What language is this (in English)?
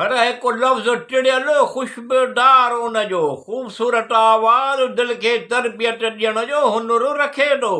Sindhi